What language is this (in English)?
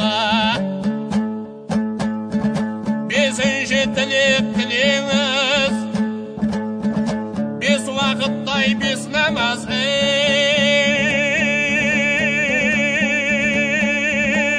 Kazakh